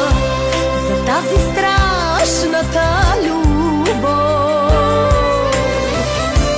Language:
Bulgarian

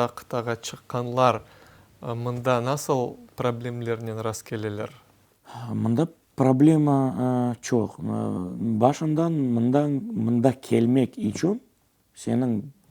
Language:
Crimean Tatar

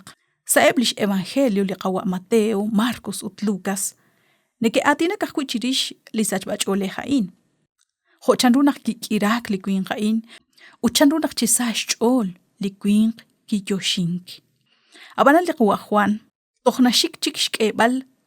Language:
Kekchí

